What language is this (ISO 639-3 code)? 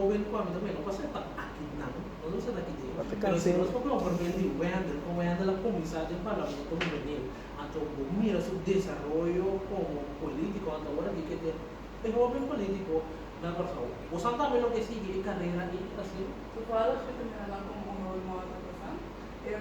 pap